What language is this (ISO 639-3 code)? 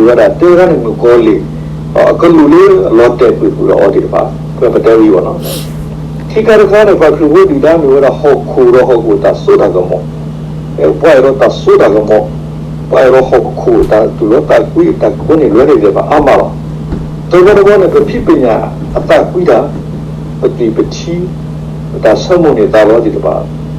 ksw